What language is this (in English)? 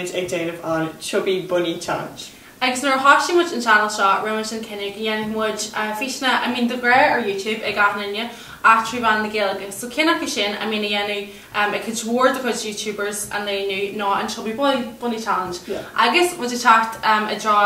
Irish